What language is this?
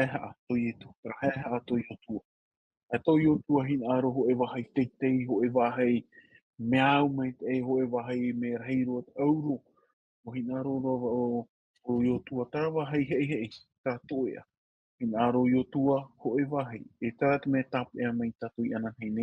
Tahitian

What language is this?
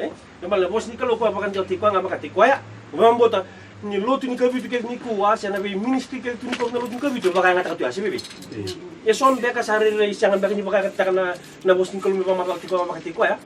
Fijian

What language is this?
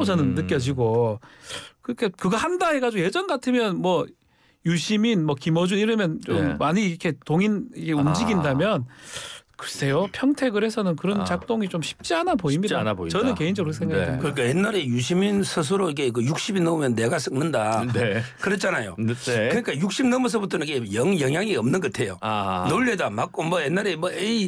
Korean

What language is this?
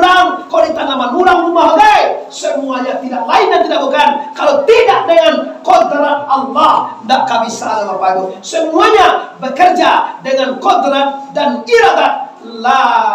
Minangkabau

